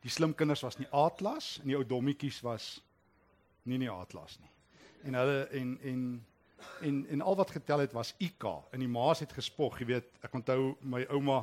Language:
Afrikaans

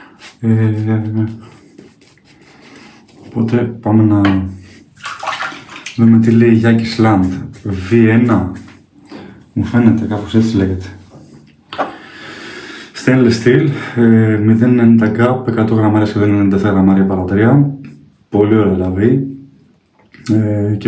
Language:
Greek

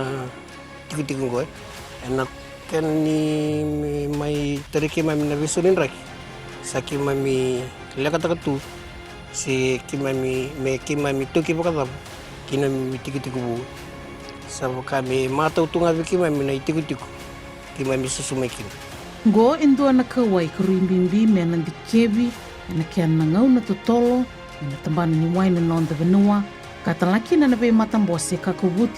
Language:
Fijian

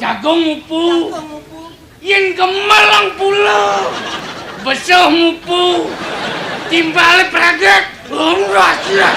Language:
Balinese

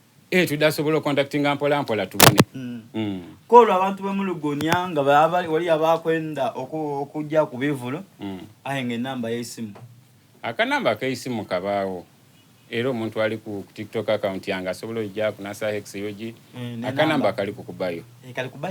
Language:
Soga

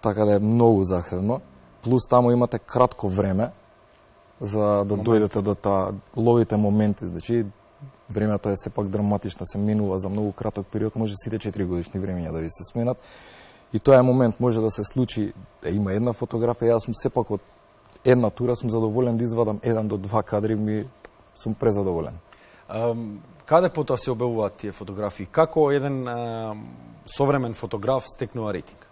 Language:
Macedonian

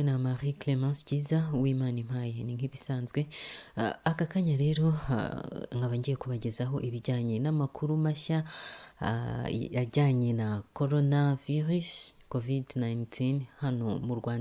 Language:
Kinyarwanda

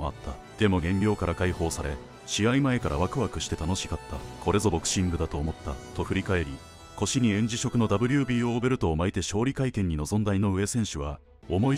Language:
Japanese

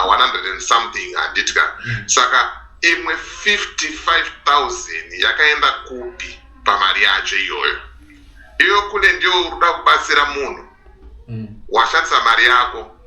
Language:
Shona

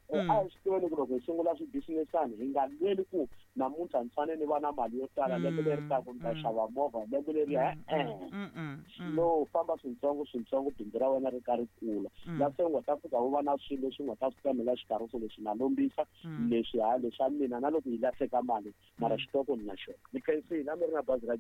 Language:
Tsonga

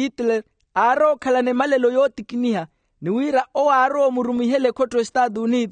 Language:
Makhuwa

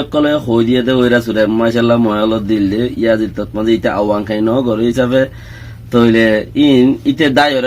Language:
Rohingya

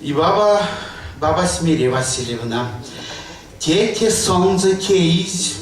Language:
Erzya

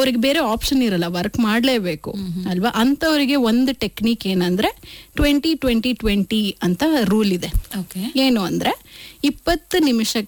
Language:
Kannada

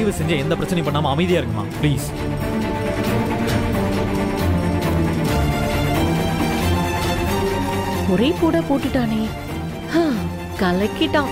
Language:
Tamil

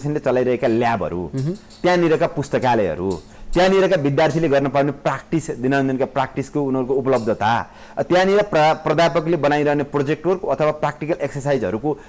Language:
Nepali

